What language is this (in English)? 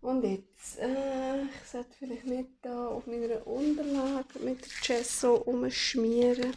Swiss German